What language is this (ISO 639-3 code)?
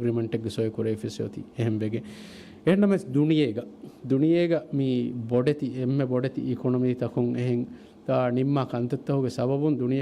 div